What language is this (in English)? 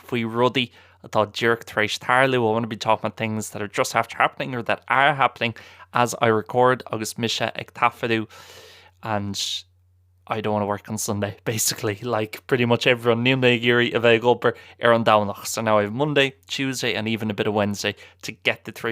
Irish